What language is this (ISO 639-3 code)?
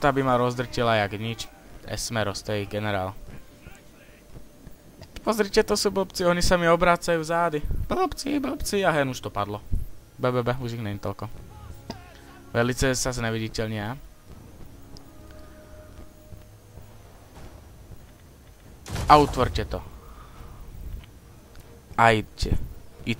slk